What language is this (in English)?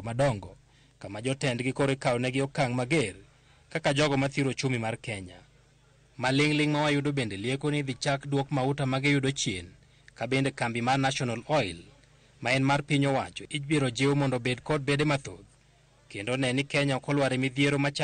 Luo (Kenya and Tanzania)